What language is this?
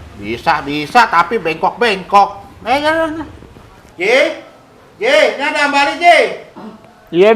Betawi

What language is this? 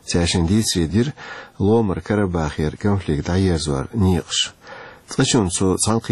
Chechen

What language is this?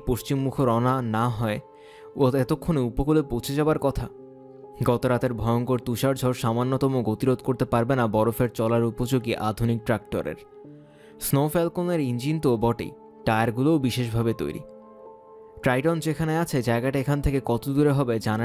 Bangla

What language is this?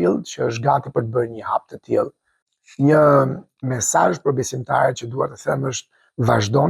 Albanian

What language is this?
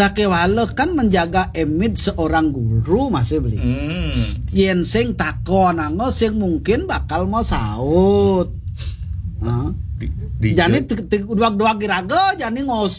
Balinese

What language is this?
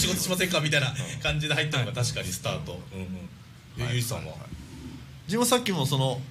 Japanese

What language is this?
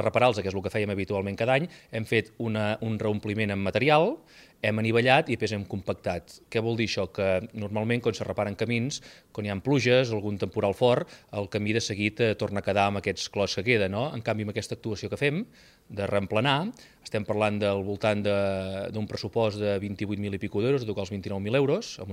Catalan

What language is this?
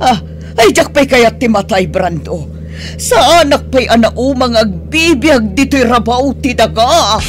Iloko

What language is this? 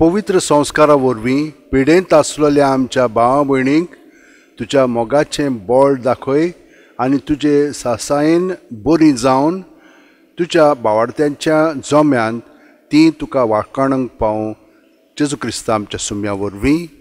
Konkani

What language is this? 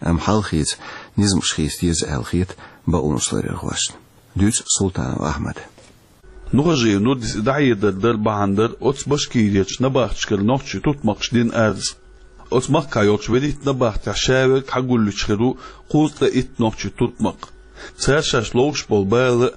Chechen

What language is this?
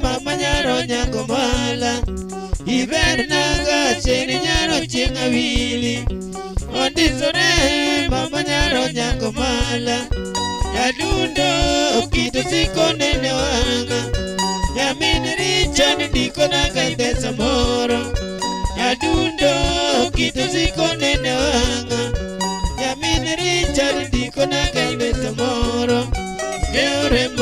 Luo (Kenya and Tanzania)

